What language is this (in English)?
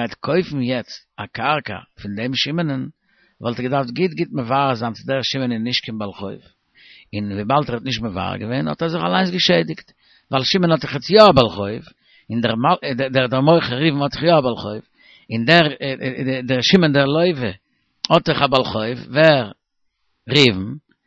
Yiddish